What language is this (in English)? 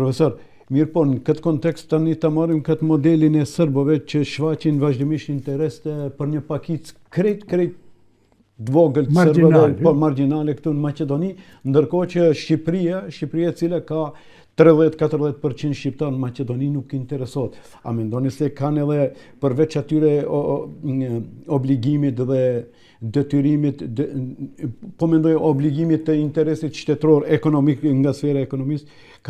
Albanian